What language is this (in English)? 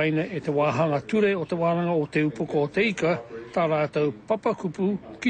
Māori